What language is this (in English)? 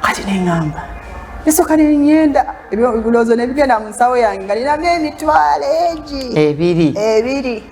Ganda